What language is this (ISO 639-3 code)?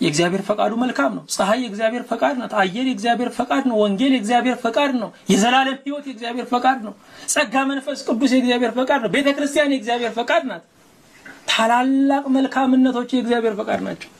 amh